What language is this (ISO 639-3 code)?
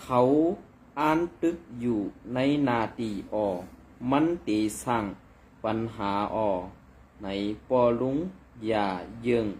shn